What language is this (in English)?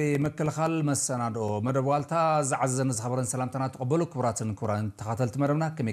Tigrinya